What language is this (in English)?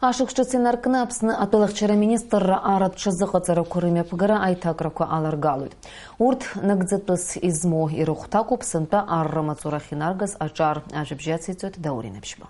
Abkhazian